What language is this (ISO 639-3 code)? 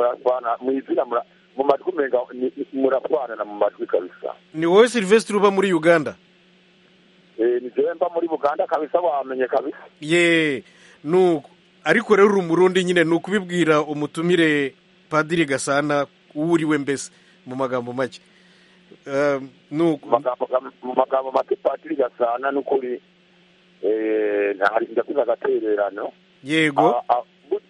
kin